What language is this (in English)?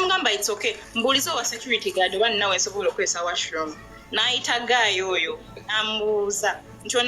Ganda